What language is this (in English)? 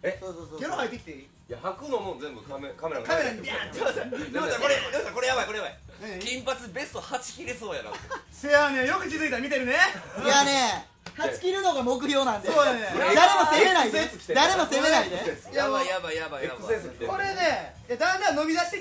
Japanese